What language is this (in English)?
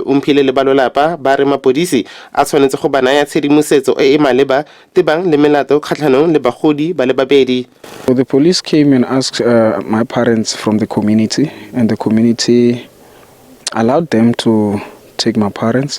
Tswana